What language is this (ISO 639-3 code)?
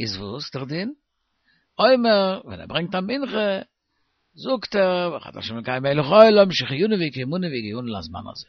yid